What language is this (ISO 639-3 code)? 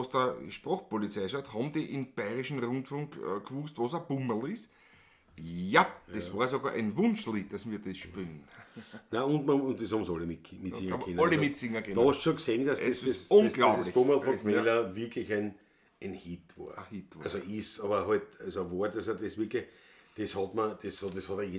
bar